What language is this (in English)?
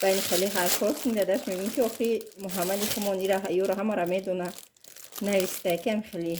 Tajik